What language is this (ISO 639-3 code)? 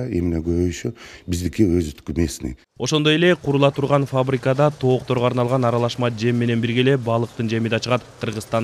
kir